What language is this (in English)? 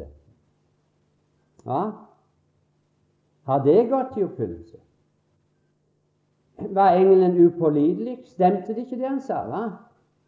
Norwegian